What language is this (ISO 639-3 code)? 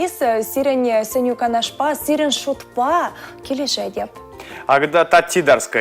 chv